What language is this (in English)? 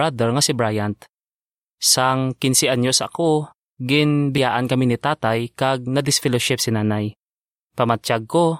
Hiligaynon